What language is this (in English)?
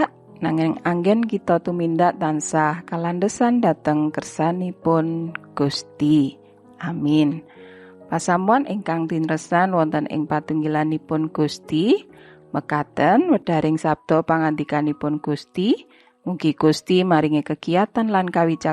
Javanese